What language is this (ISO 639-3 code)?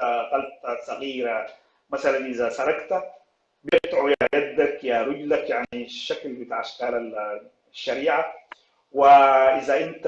apd